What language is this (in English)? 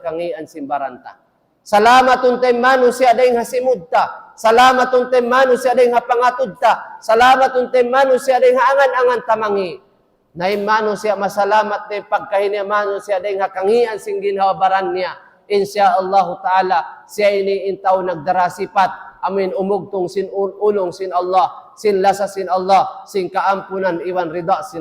Tausug